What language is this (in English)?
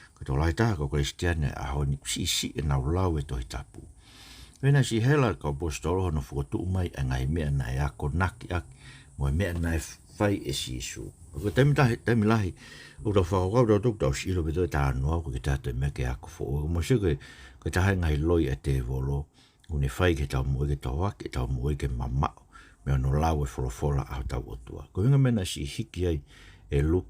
Tongan